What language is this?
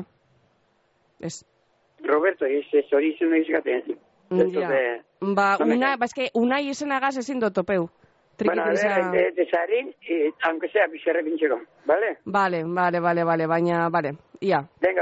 Basque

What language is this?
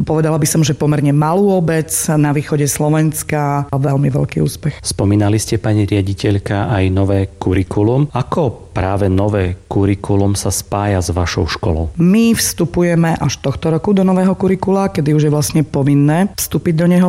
Slovak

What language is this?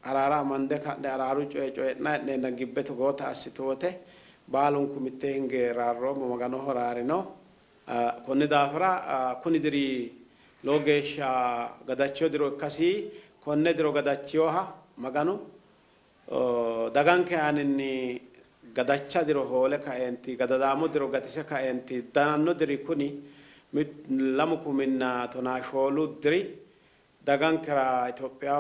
Sidamo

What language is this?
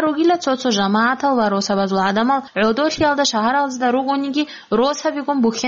Avaric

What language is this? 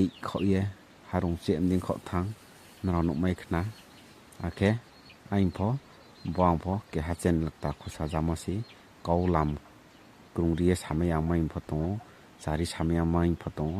Riang (India)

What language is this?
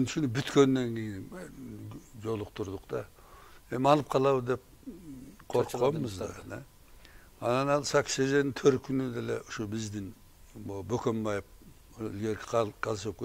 Kyrgyz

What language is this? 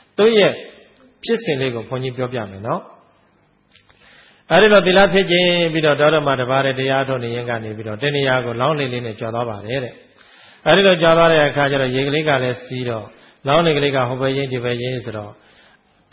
Burmese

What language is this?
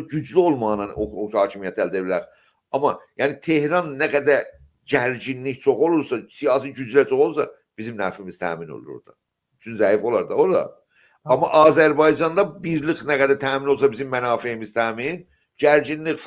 South Azerbaijani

